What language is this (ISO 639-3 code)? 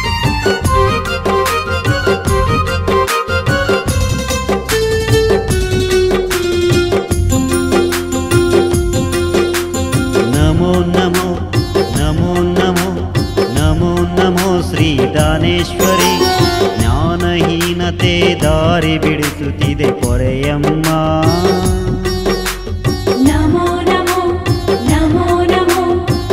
kan